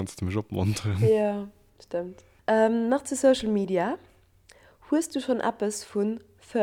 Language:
Luxembourgish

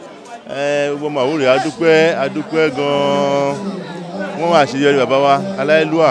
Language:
Yoruba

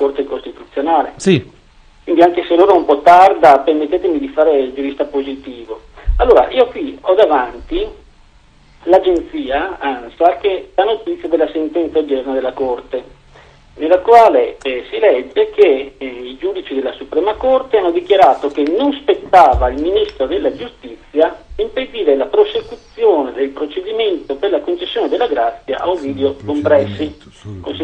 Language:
Italian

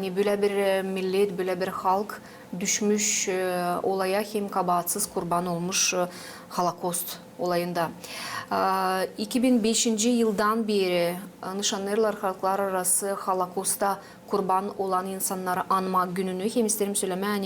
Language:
Gagauz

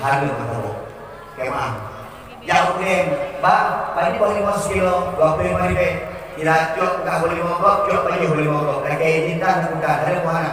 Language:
Achinese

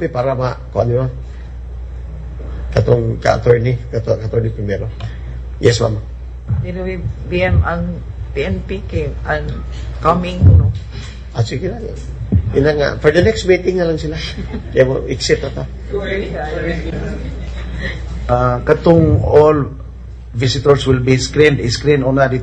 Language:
Cebuano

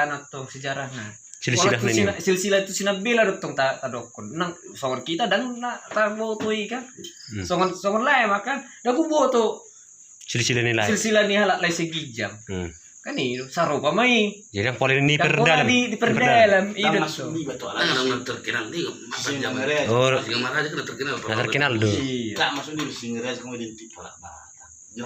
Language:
Batak Toba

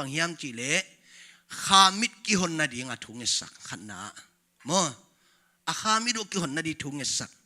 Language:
Tedim Chin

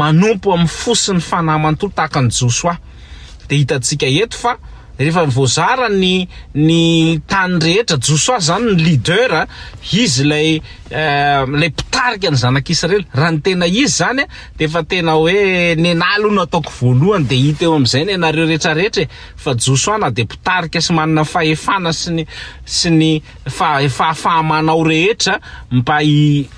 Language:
Malagasy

